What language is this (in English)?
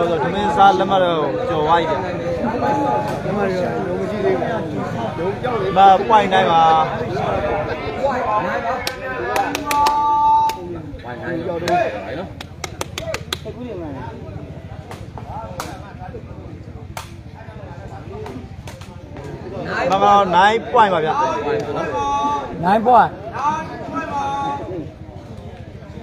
Burmese